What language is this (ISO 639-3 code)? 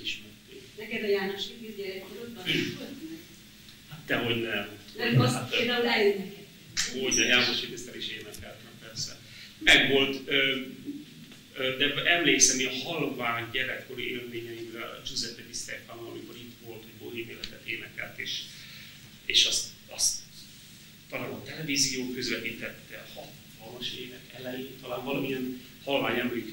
hun